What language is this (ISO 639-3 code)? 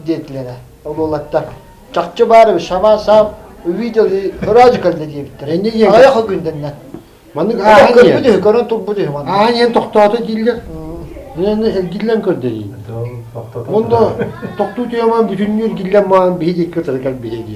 sah